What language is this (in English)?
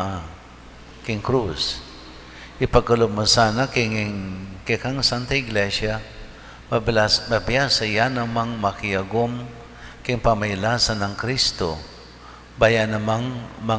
Pampanga